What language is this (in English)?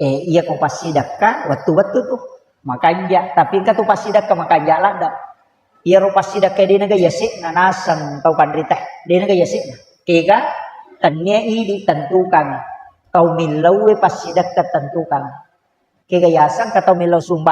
Buginese